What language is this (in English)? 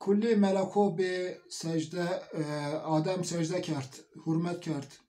Zaza